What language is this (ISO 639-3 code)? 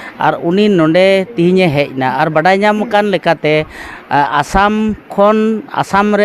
sat